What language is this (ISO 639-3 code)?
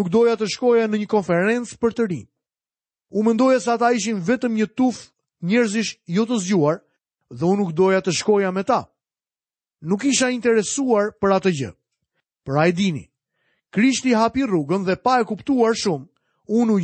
sqi